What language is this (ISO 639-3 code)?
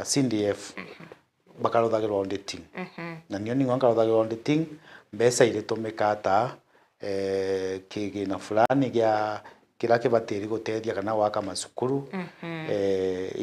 mer